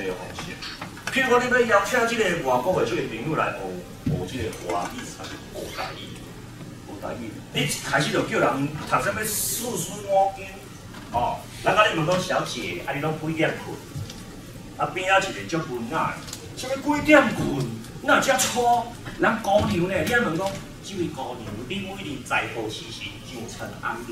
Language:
Min Nan Chinese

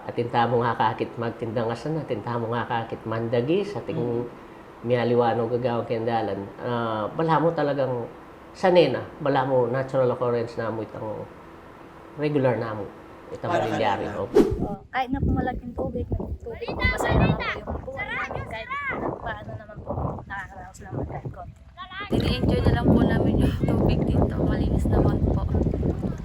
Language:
Pampanga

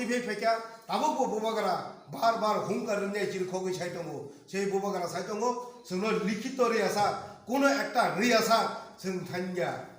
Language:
Kok Borok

